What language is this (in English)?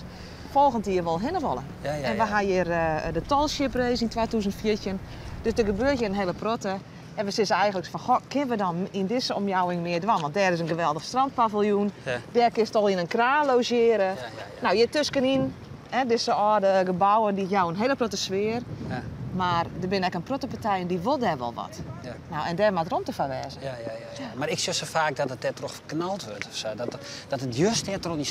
Western Frisian